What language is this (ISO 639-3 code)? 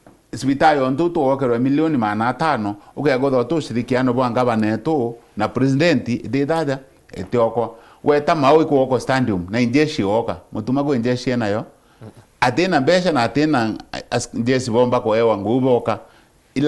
mer